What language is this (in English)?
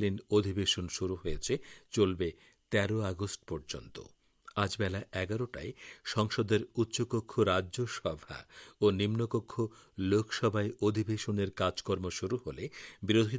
Bangla